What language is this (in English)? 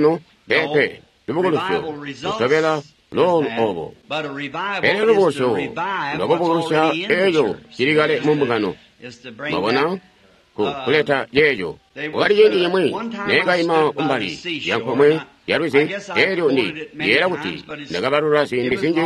Tonga (Zambia)